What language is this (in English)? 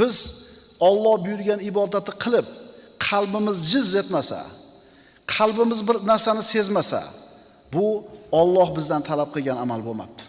Uzbek